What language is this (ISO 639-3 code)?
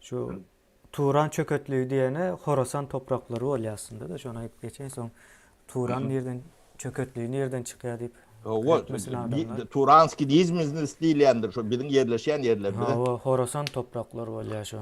tuk